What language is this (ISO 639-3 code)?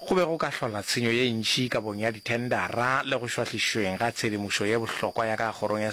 nso